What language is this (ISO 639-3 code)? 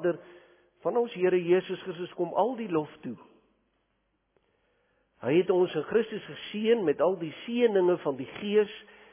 afr